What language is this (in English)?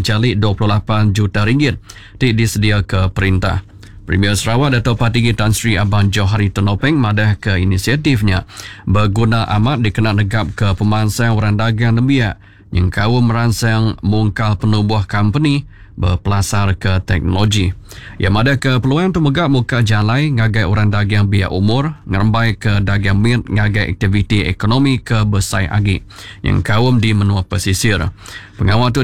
Iban